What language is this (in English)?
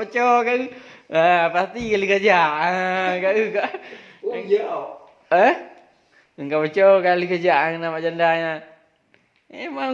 Achinese